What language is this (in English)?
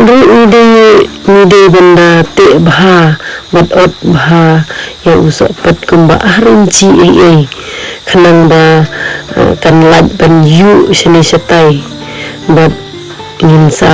Khasi